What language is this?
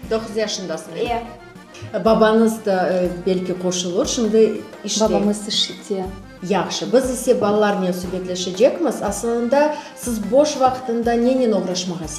Crimean Tatar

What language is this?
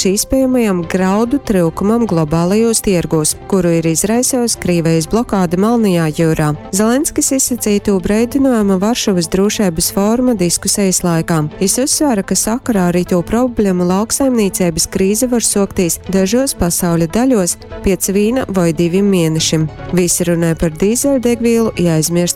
Latgalian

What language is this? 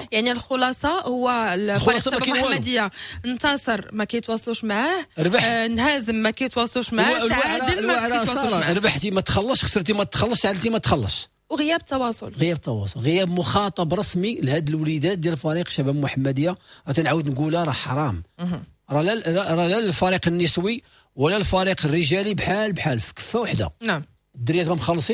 Moroccan Arabic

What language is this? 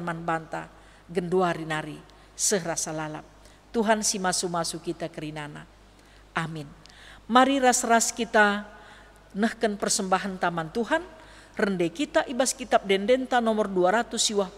Batak Karo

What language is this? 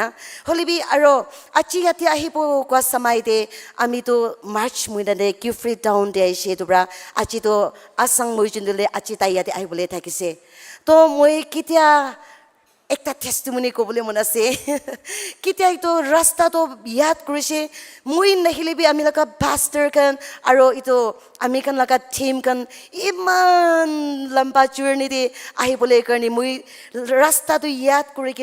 Naga Pidgin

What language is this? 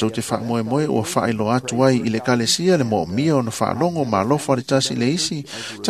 Samoan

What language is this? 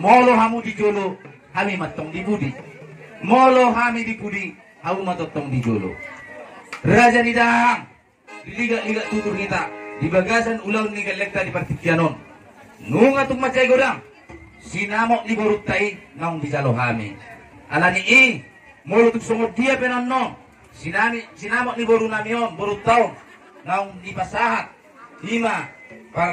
Batak Toba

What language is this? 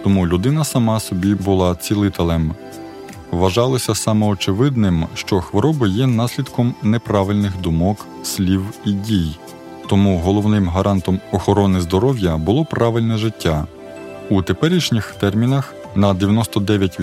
Ukrainian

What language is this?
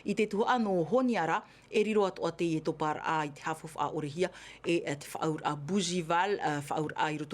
Tahitian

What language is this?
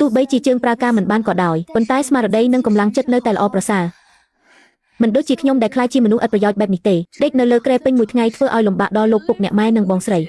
Khmer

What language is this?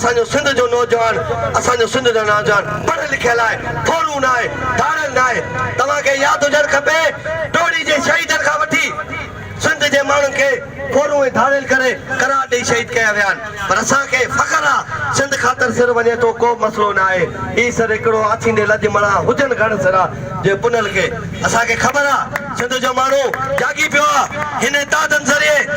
Sindhi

